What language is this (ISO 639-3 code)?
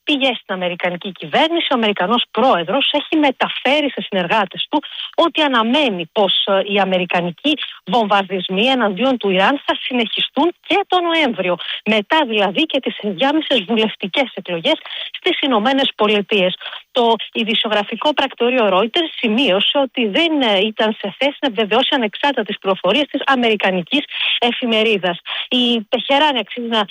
ell